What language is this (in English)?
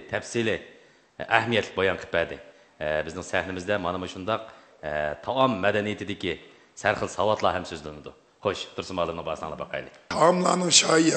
Uyghur